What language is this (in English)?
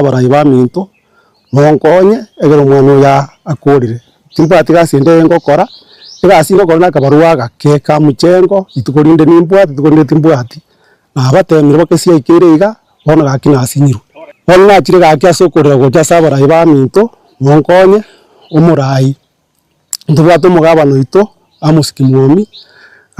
Gusii